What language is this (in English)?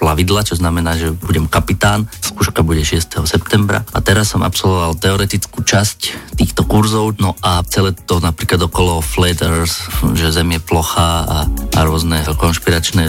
Slovak